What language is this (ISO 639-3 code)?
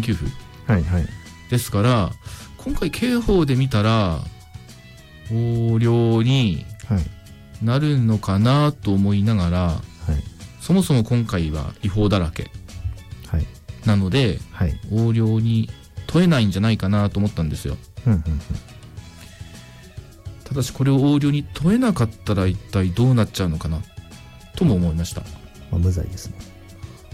jpn